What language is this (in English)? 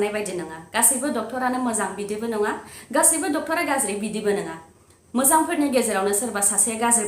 Bodo